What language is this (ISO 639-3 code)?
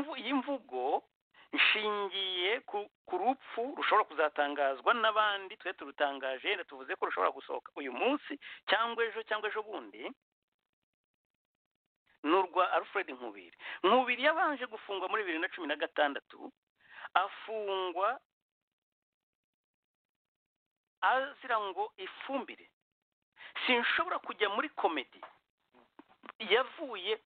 kin